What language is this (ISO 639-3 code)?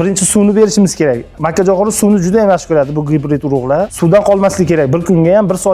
uzb